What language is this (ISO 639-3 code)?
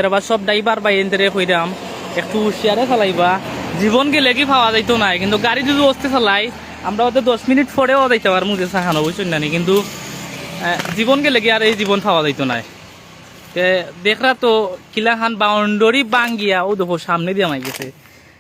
syl